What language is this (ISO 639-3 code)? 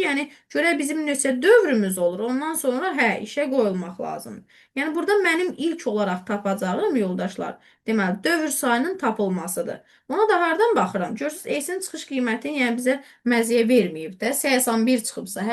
aze